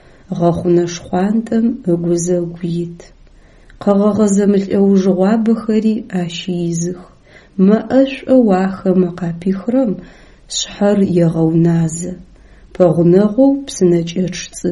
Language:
Adyghe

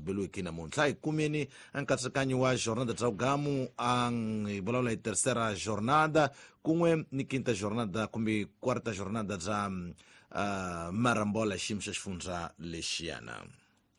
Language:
Tsonga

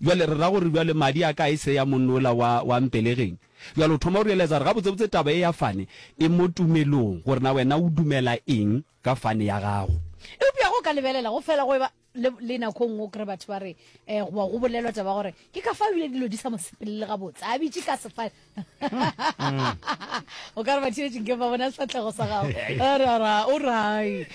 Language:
Northern Sotho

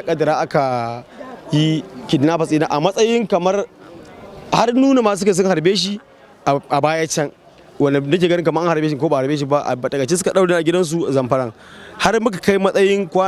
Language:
Hausa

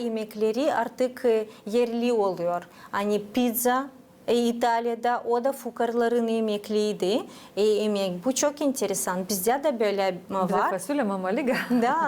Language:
Gagauz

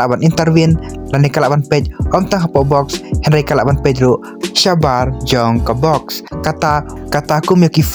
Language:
Khasi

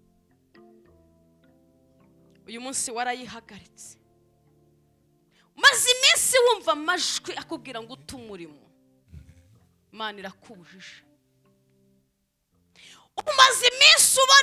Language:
Kinyarwanda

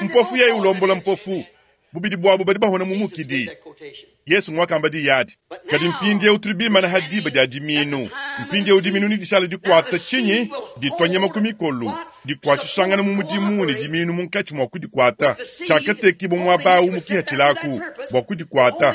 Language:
Luba-Lulua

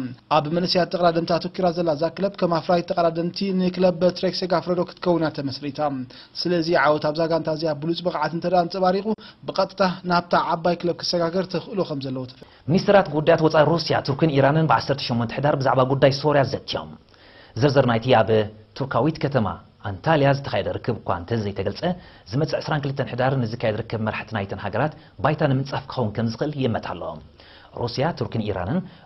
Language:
Tigrinya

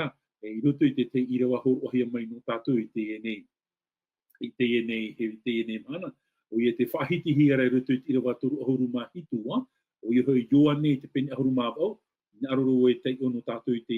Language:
Tahitian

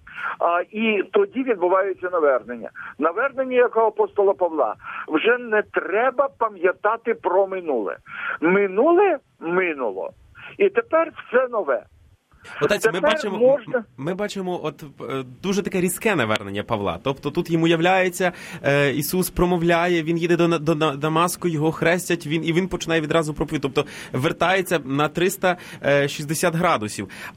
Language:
Ukrainian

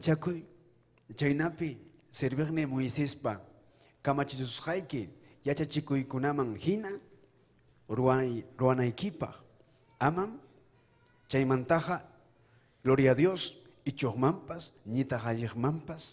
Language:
Ayacucho Quechua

